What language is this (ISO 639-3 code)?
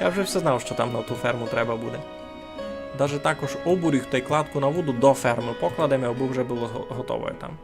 rue